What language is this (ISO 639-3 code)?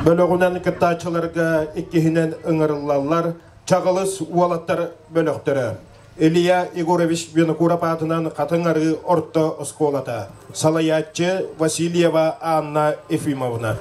sah